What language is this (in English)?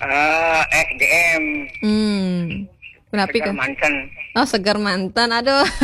Balinese